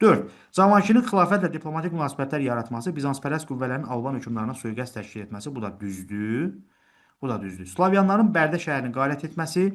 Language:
Azerbaijani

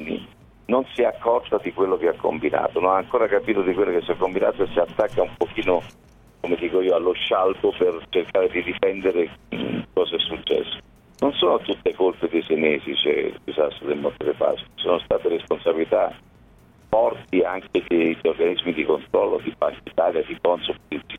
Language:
Italian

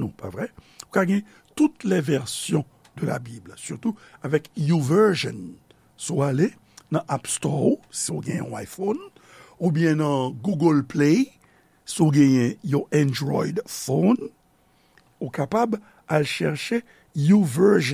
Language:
Haitian Creole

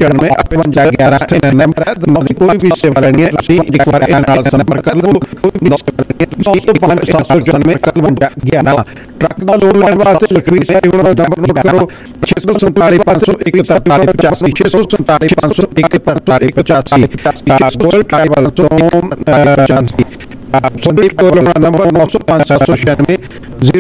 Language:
Punjabi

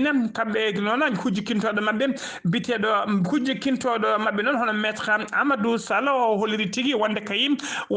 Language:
Fula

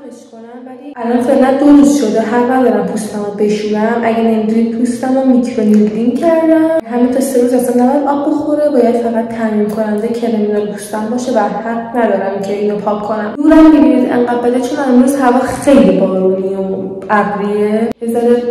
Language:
Persian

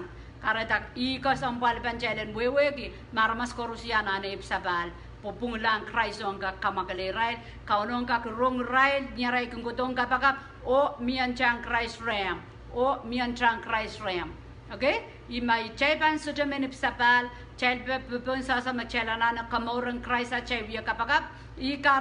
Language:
Pohnpeian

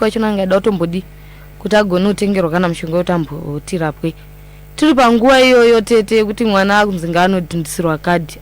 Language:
Shona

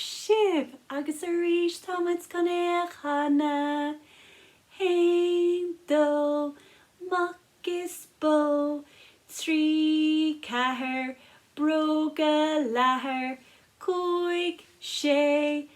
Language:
Irish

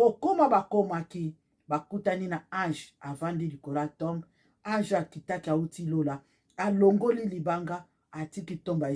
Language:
Lingala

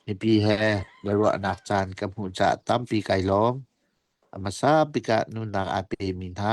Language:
Hakha Chin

